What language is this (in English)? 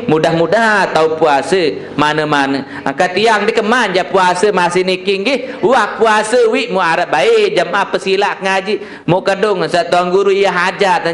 Sasak